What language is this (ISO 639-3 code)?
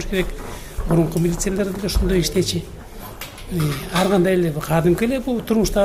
kir